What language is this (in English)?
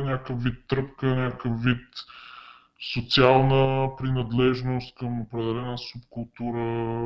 Bulgarian